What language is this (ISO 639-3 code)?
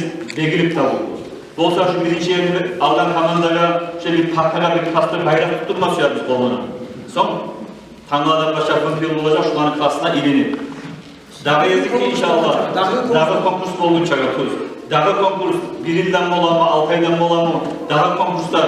kum